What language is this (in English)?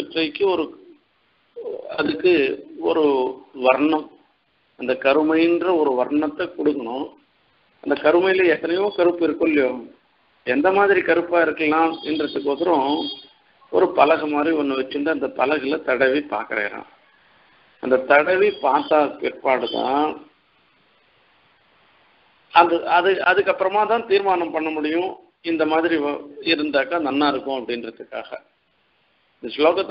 Tamil